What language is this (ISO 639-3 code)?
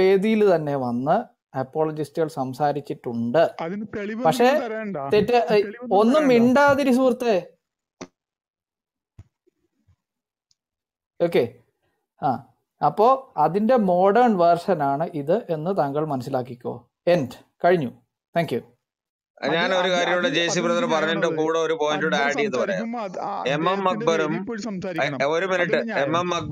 mal